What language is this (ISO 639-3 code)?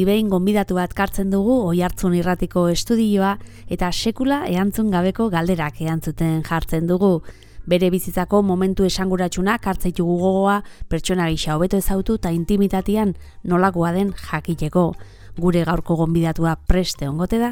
eus